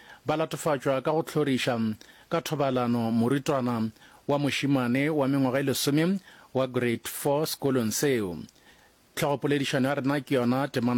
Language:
Northern Sotho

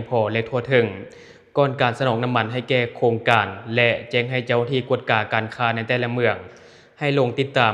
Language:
Lao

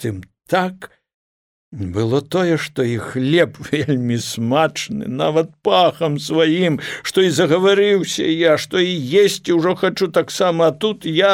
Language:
Belarusian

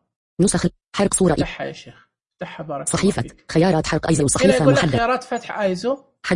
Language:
Najdi Arabic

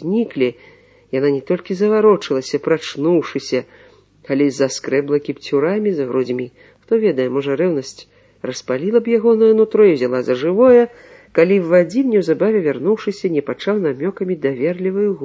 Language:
Belarusian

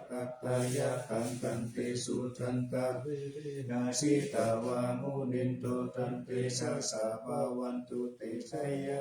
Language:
Pali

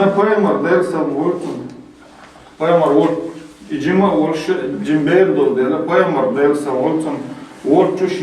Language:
Chechen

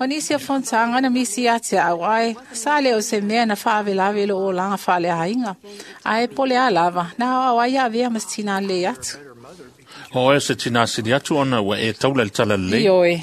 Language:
Samoan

